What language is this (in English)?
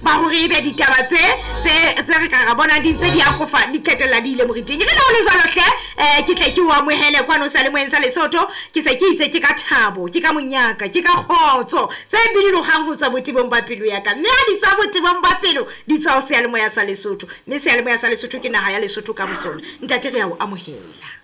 Southern Sotho